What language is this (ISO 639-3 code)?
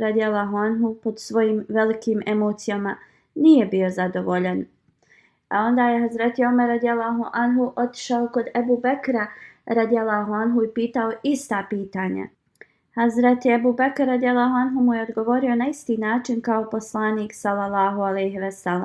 bos